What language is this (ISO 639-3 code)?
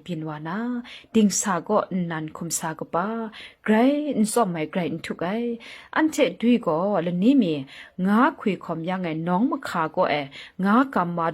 kac